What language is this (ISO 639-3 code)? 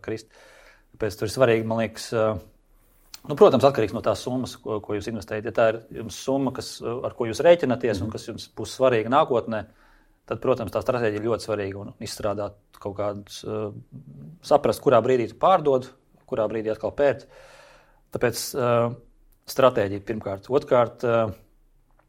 lav